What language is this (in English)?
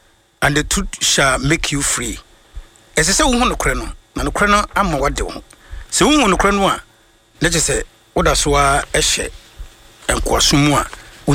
Akan